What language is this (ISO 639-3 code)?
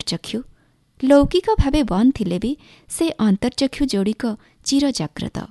ori